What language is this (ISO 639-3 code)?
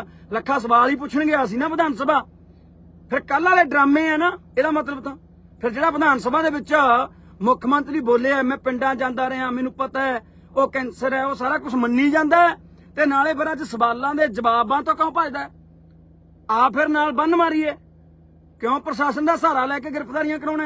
pan